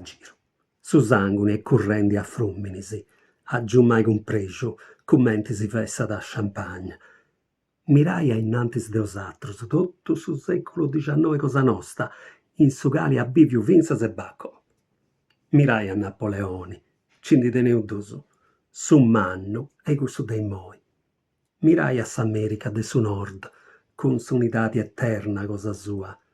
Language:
Sardinian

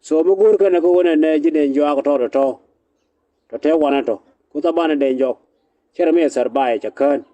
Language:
Nuer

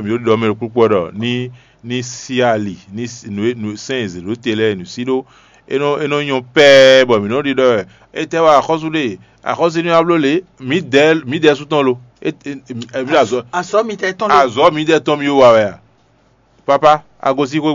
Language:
Fon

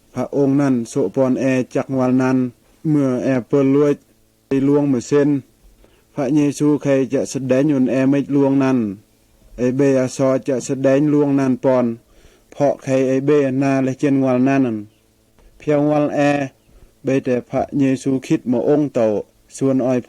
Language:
Mal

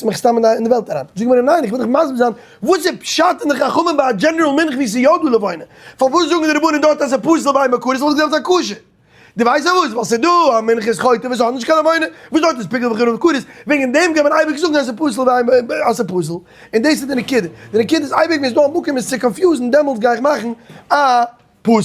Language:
Yiddish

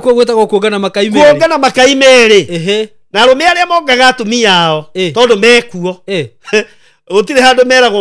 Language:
Kikuyu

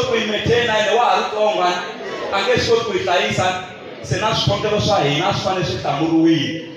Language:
Tsonga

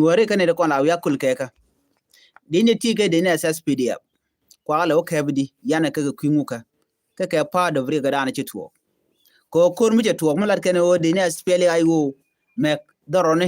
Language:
Nuer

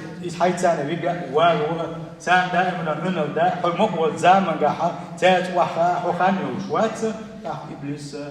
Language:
Chechen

